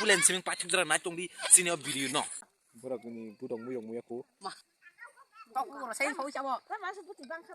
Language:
Kok Borok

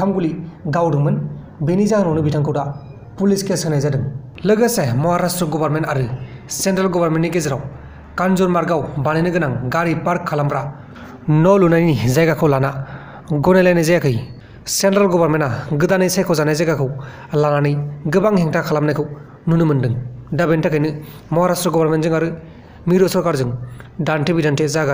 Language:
Bodo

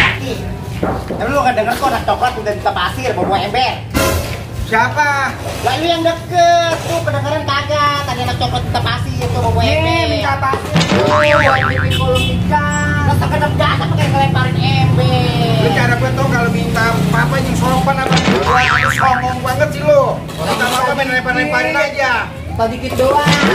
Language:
Betawi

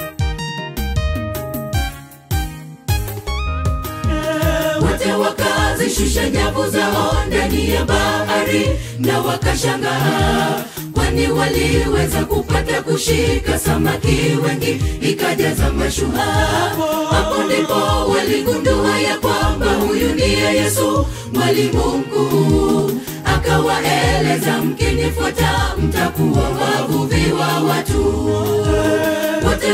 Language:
Swahili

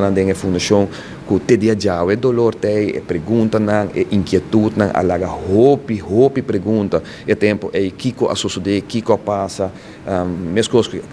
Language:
Papiamento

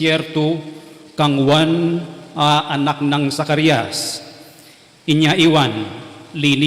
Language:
Pampanga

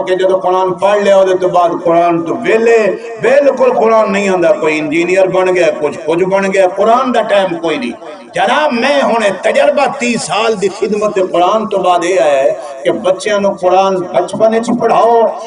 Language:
Saraiki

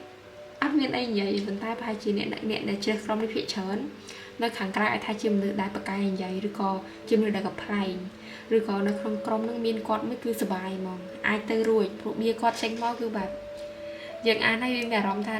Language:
Khmer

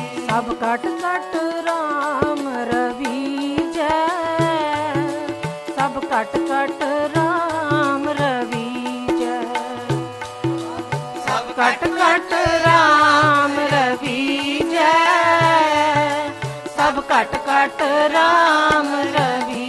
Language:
Punjabi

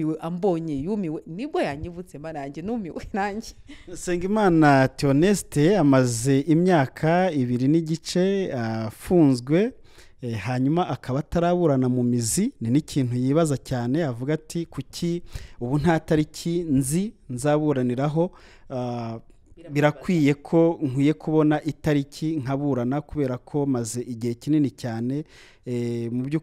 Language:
Kinyarwanda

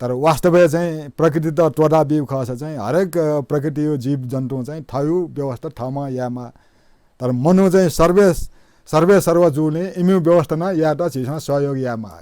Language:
Newari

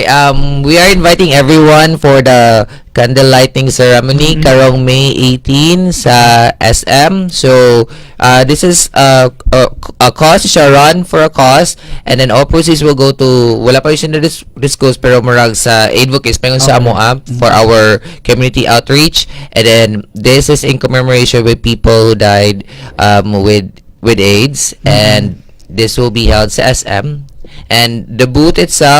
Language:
Cebuano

